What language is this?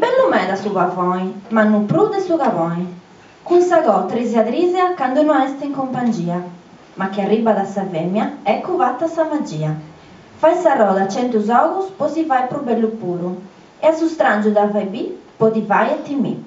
Sardinian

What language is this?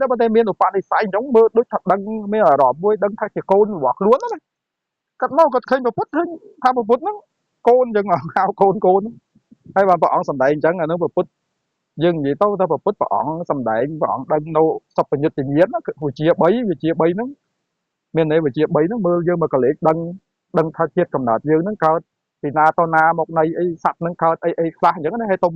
Khmer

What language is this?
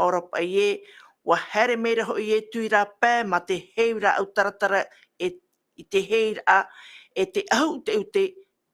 Tahitian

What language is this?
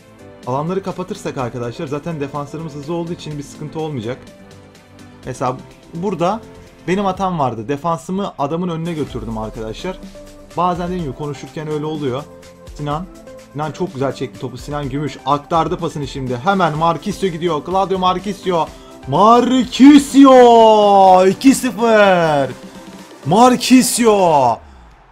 Turkish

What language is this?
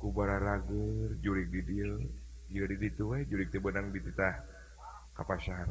Sundanese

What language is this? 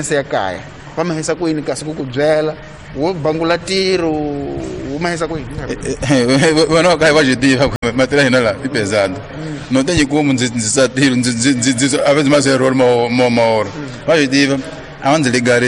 Tsonga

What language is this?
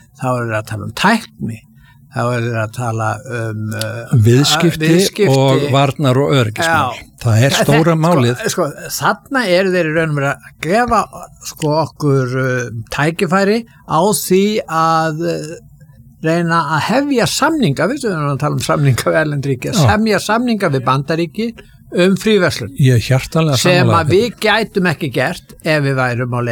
Icelandic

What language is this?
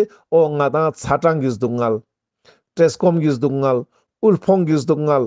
Ladakhi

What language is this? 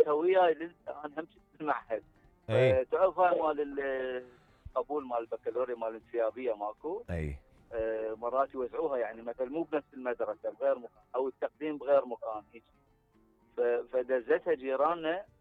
Mesopotamian Arabic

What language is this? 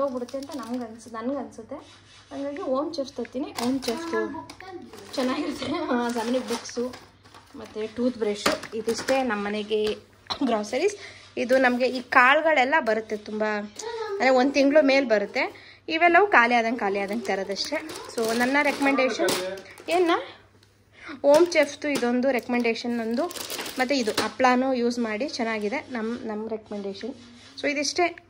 Kannada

